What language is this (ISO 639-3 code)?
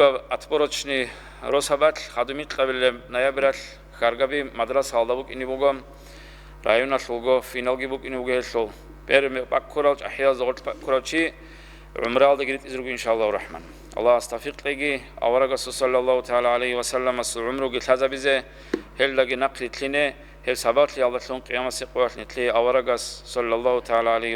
ava